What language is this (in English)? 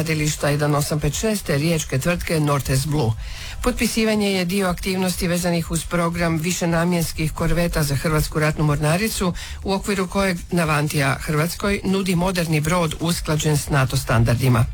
Croatian